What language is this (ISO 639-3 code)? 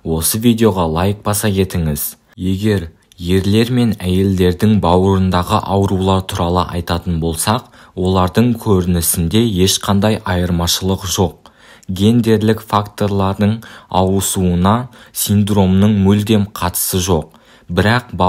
kaz